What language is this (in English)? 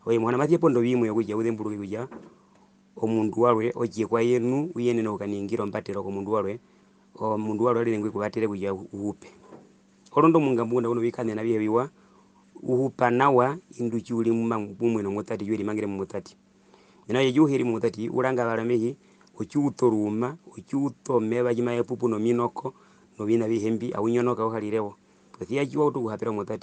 Herero